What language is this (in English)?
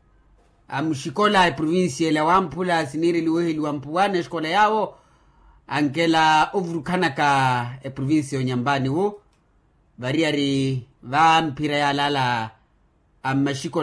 Makhuwa